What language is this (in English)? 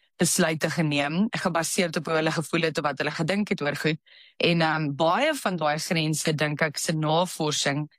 Afrikaans